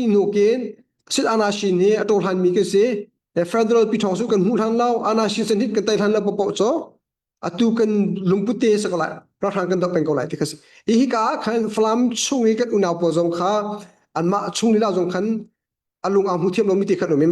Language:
Hakha Chin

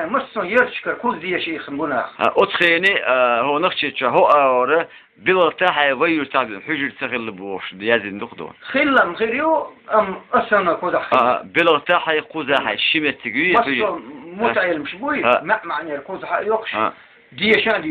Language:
Chechen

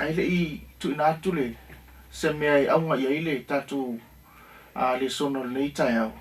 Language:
Samoan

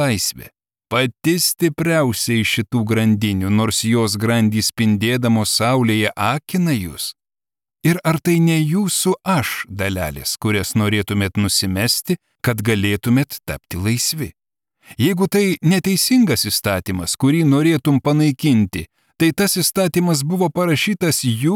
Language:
Lithuanian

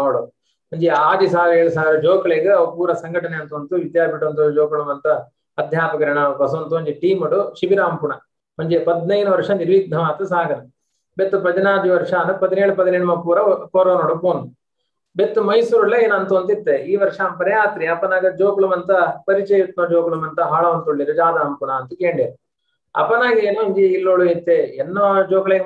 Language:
Tulu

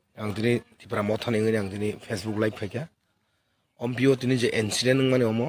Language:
Kok Borok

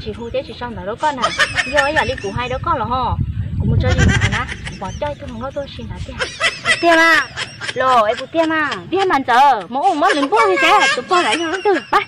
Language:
Hmong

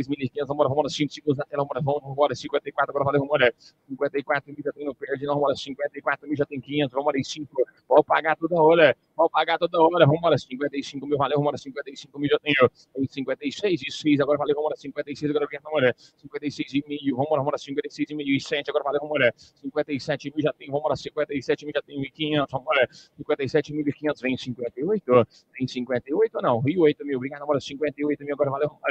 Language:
Portuguese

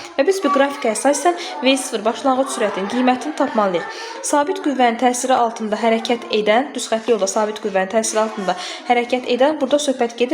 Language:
Azerbaijani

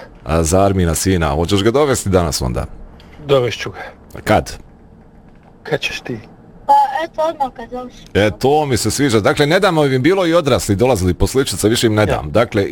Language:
Bosnian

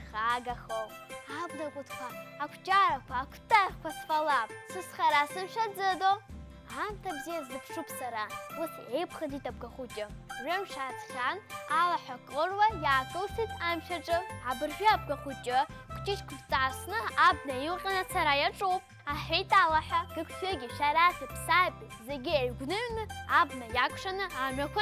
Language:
Abkhazian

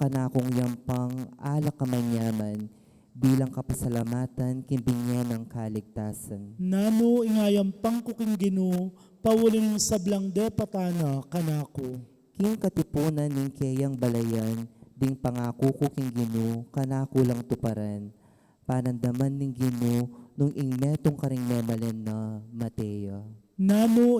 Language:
Pampanga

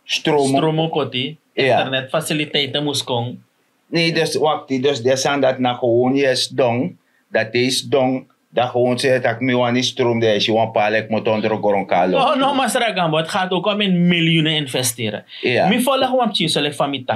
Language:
Sranan Tongo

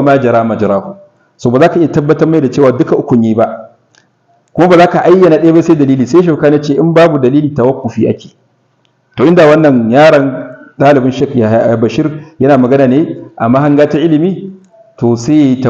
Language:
Hausa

